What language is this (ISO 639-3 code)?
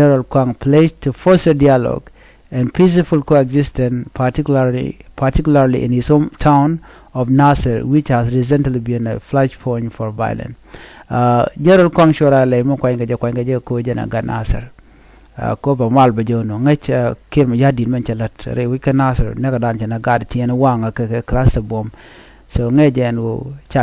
nus